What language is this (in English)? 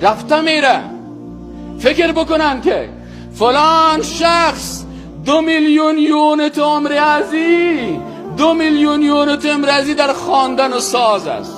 Persian